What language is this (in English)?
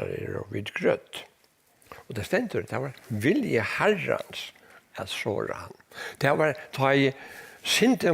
Faroese